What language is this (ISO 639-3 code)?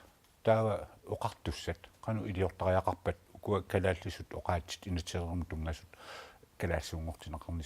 kal